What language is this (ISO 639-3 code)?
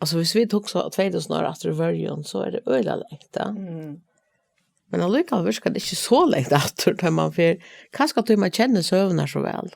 fao